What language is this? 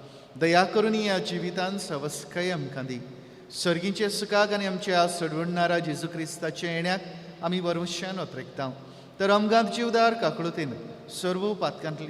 Konkani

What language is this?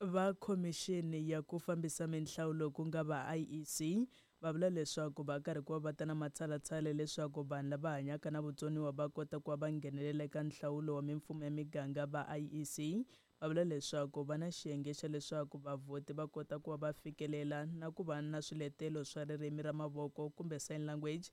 Tsonga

